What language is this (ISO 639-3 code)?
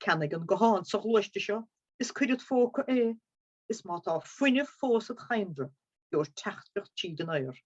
gle